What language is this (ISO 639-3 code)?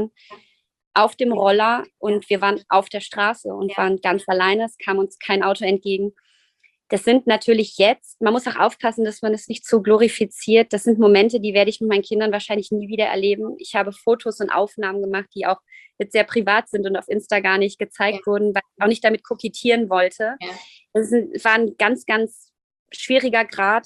deu